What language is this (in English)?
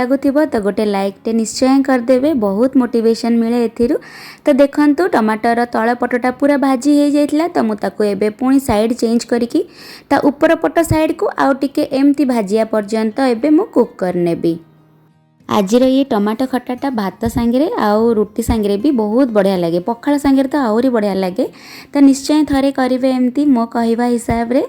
Odia